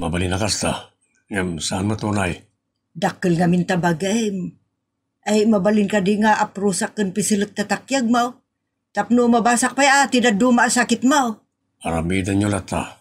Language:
Iloko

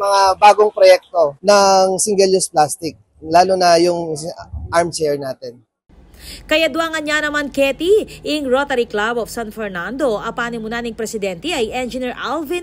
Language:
Pampanga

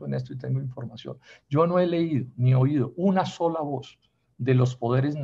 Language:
Spanish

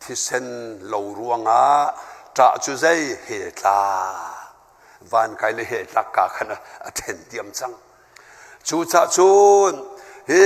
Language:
Hakha Chin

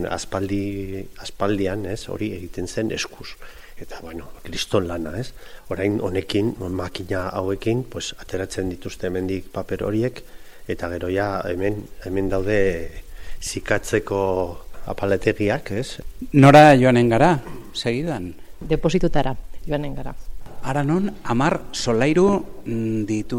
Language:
Basque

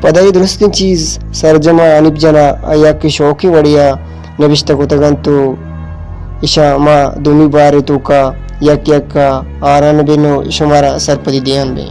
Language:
Baluchi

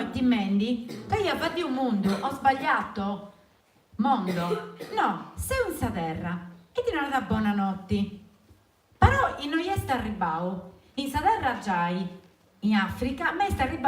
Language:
Sardinian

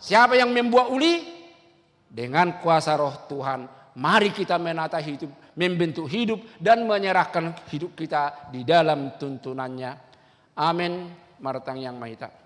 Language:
Batak Toba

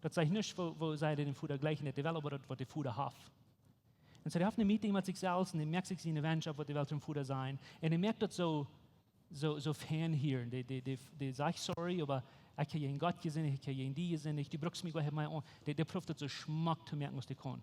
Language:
Plautdietsch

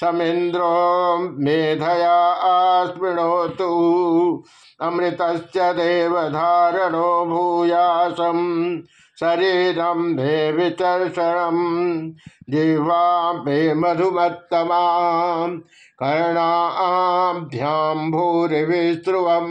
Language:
Sanskrit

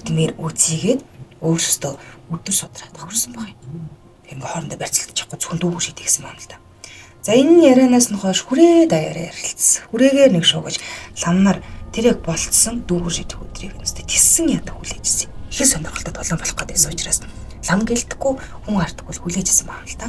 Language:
Mongolian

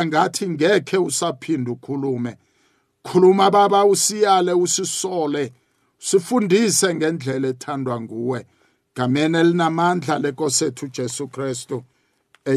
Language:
South Ndebele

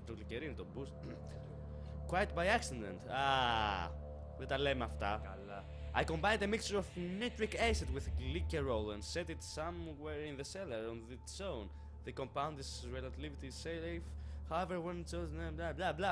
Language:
Greek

